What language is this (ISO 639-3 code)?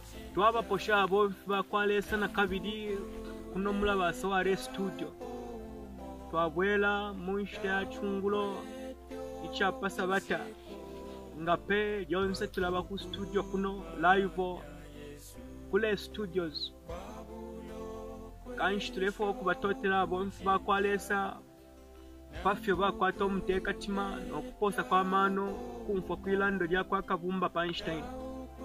bem